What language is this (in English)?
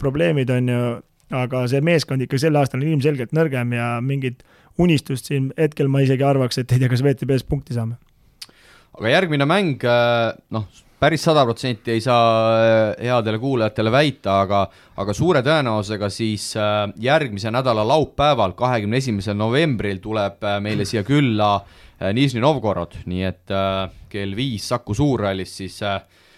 Estonian